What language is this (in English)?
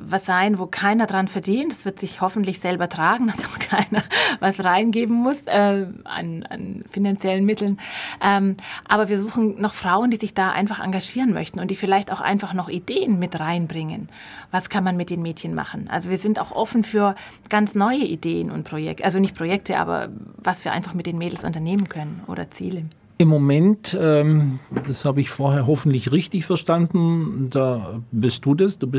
German